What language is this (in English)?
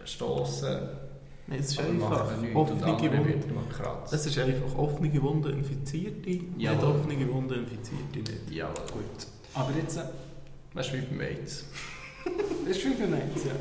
Swiss German